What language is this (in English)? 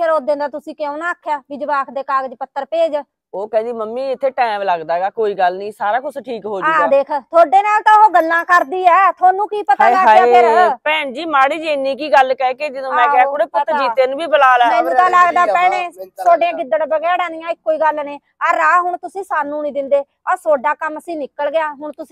Punjabi